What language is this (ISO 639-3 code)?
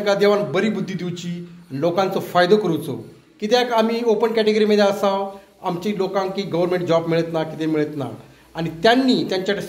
kok